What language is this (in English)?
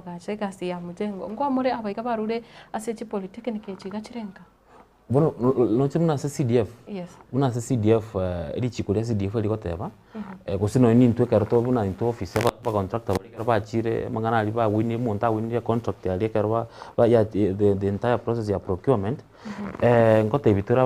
Gusii